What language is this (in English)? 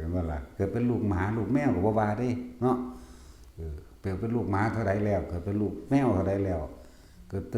Northeastern Thai